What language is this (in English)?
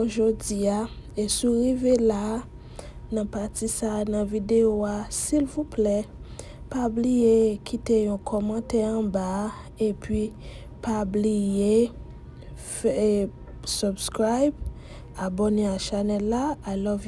Haitian Creole